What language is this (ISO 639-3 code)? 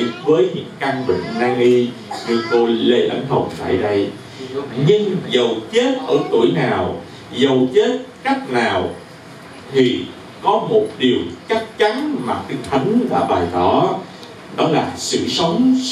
vie